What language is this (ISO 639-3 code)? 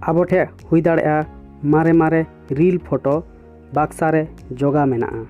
sat